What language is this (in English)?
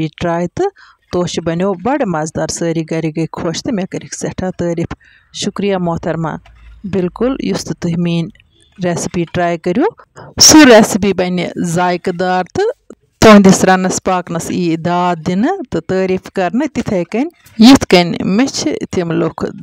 Kashmiri